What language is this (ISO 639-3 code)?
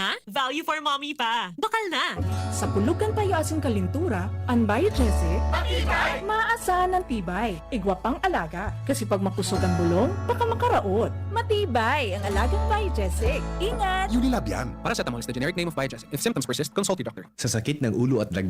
bik